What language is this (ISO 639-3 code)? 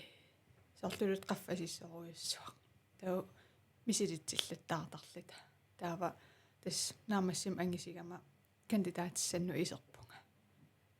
kal